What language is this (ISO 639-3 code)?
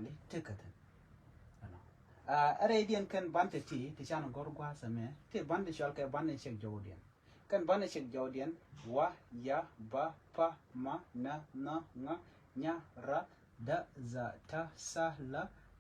nus